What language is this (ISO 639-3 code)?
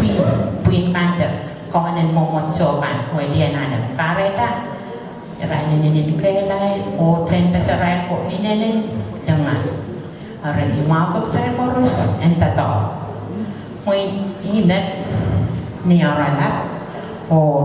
pon